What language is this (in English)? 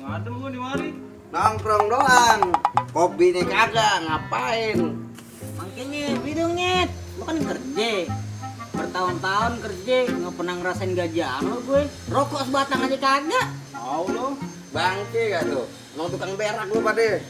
Betawi